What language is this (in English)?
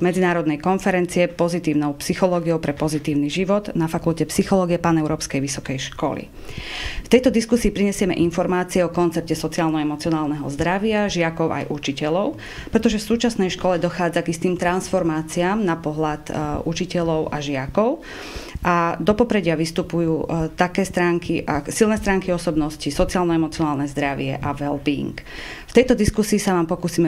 Slovak